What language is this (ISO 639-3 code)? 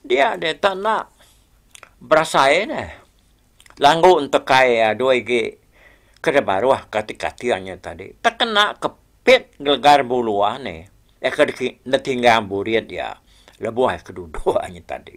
iba